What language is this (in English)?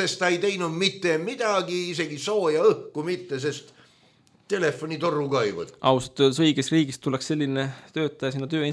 Estonian